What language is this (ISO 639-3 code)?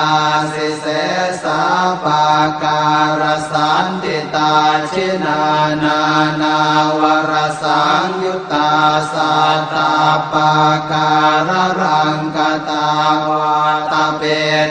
pli